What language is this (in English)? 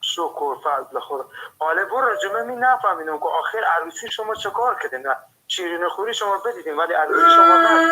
Persian